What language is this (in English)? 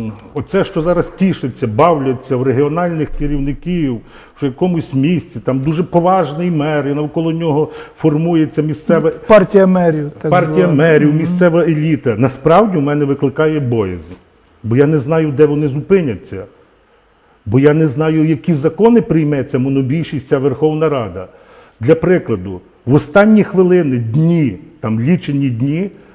Ukrainian